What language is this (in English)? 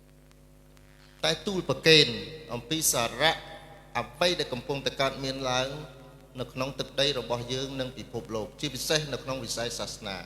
Khmer